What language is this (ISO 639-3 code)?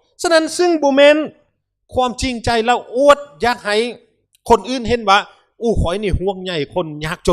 lao